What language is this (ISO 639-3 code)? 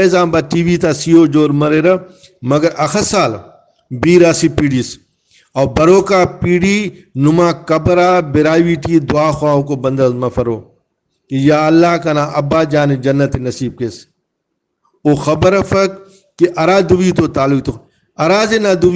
brh